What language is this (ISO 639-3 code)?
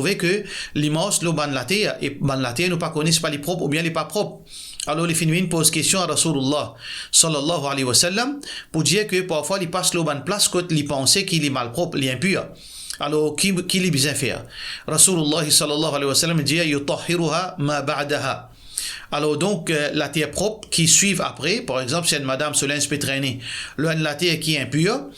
mfe